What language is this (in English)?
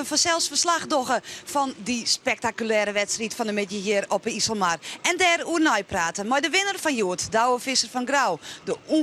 Western Frisian